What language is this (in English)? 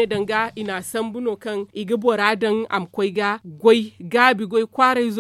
Zarma